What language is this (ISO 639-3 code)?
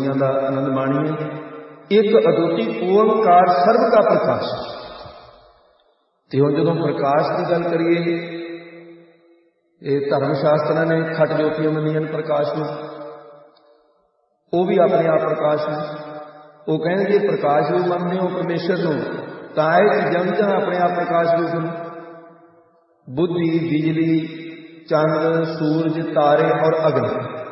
pan